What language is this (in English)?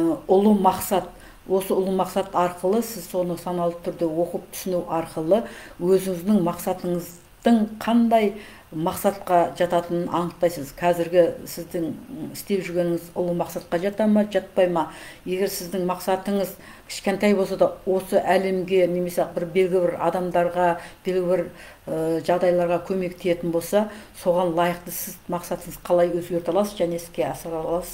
Kazakh